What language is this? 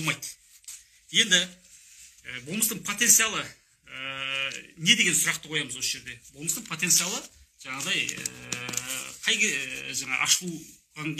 Kazakh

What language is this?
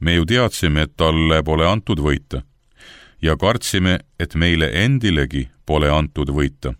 Estonian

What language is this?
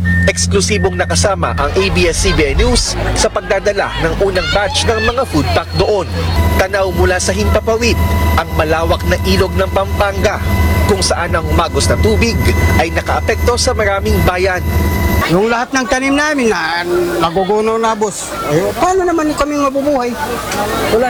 Filipino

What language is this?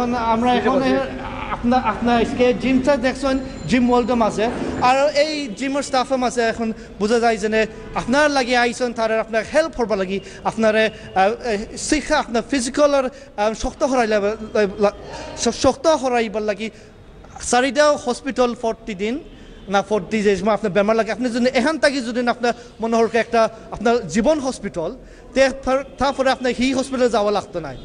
Sylheti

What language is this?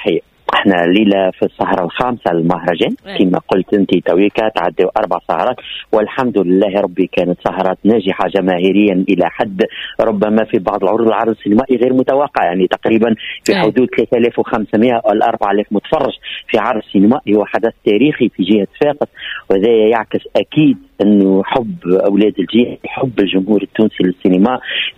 Tunisian Arabic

